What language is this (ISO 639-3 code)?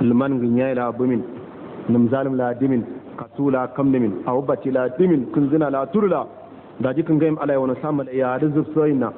hau